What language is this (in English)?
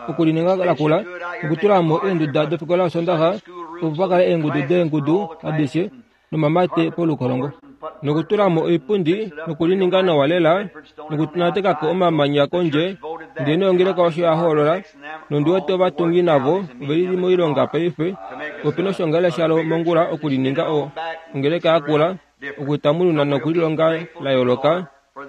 Kuanyama